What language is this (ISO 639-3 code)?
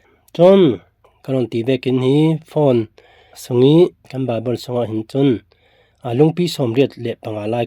cfm